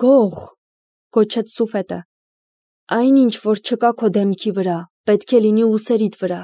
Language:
Armenian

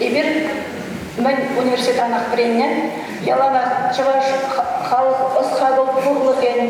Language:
Chuvash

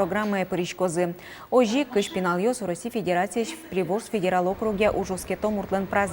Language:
Udmurt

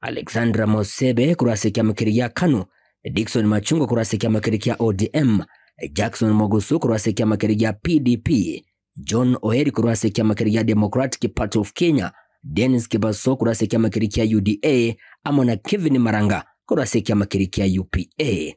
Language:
Gusii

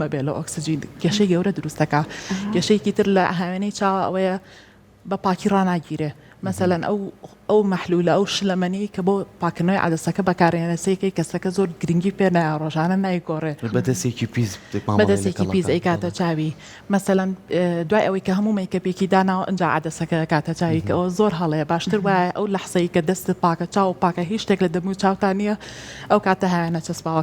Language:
Central Kurdish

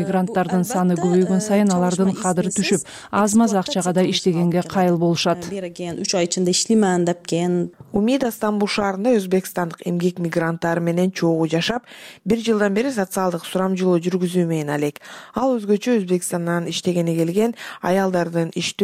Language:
Kyrgyz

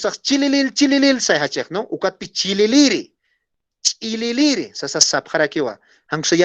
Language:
Aymara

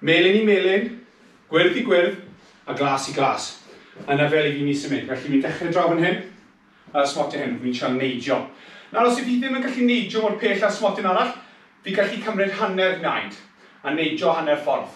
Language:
Welsh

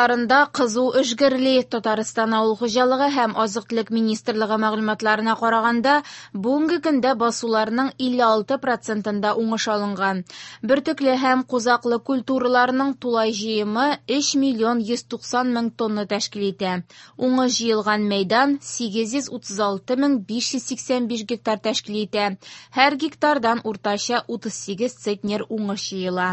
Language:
Tatar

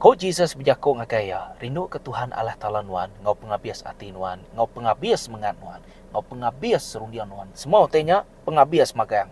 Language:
Iban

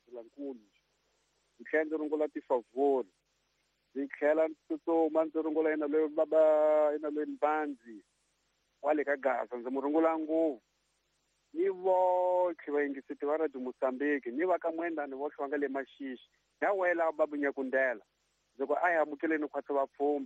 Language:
Tsonga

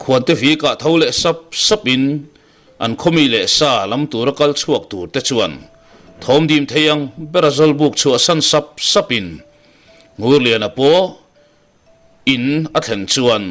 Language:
Mizo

